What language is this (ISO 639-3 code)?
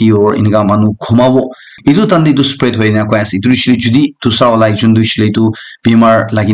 nag